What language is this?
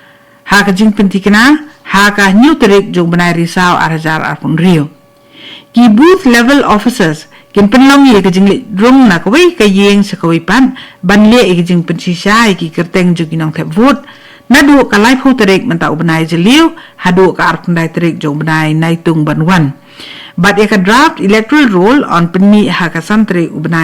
Khasi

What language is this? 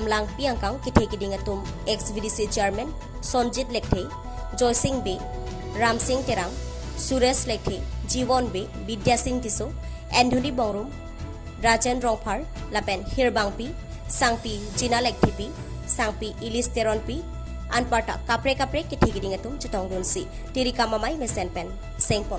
Karbi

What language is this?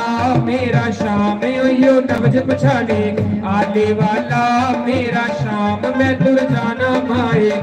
Dogri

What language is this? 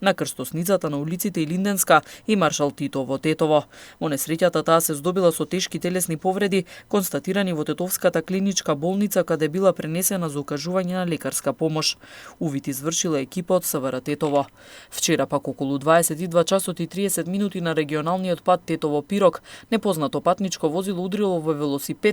Macedonian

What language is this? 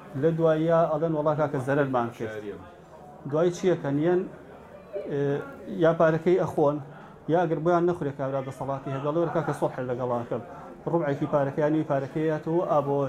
Central Kurdish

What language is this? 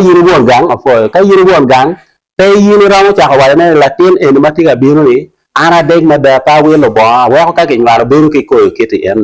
Acoli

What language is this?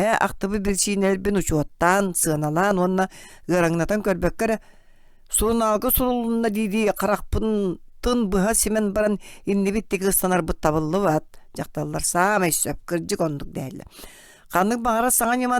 Yakut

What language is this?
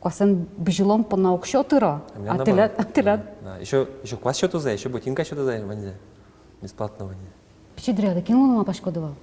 Udmurt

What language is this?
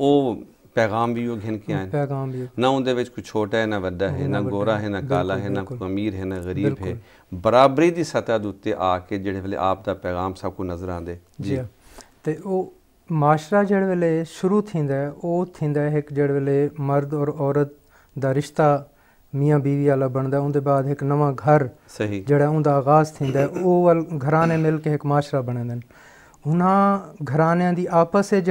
Saraiki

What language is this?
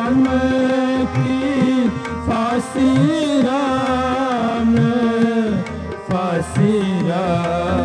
Punjabi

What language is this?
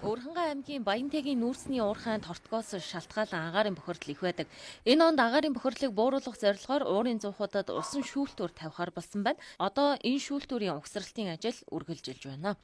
Mongolian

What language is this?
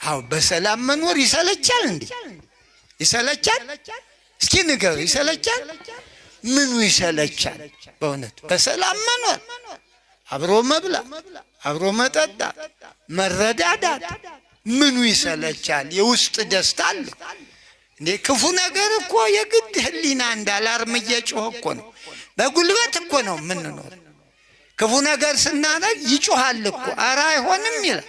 Amharic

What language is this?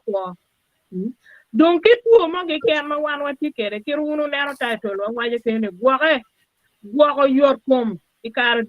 Acoli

